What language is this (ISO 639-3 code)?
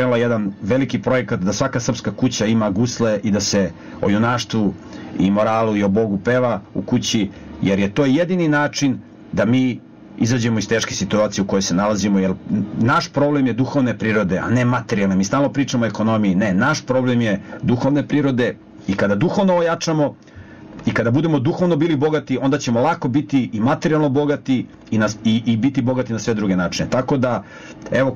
srp